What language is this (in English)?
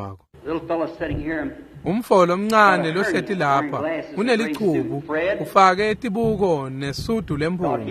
Swati